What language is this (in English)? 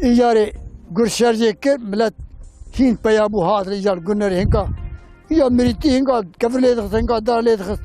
Kurdish